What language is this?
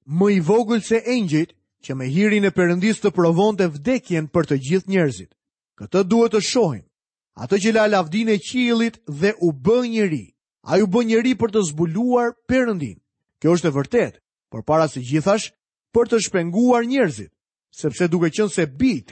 Albanian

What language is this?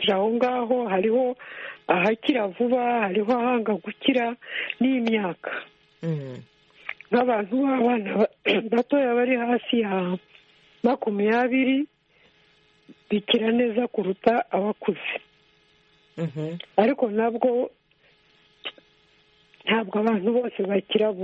Kinyarwanda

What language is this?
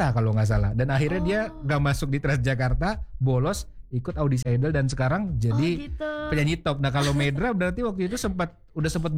Indonesian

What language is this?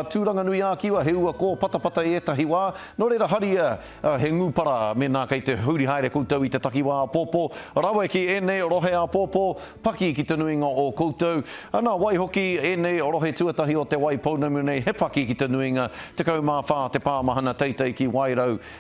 Māori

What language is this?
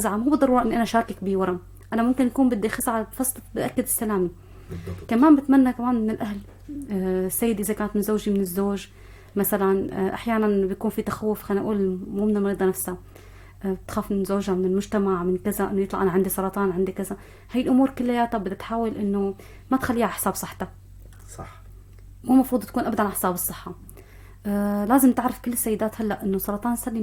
North Levantine Arabic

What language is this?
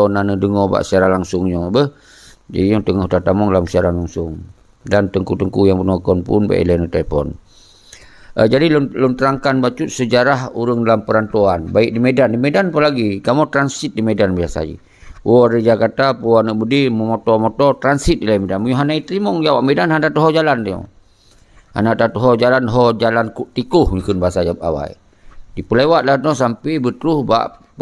Achinese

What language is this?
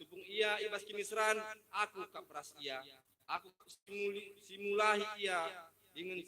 Batak Karo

